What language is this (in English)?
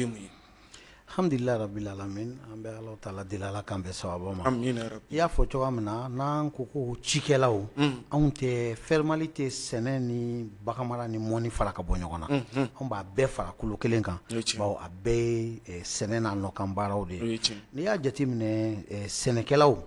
Bambara